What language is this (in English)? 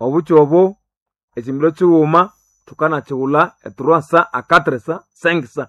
Nande